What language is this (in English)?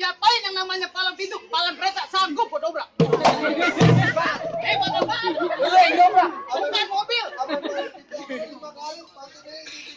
Betawi